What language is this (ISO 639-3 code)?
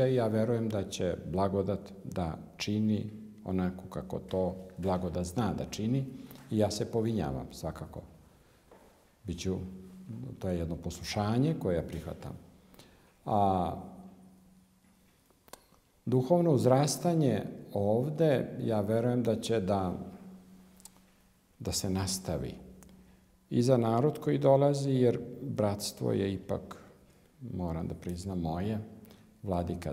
srp